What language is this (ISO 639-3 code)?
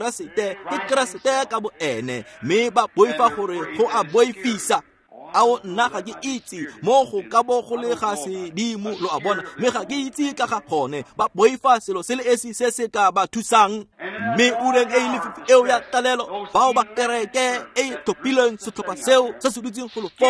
tsn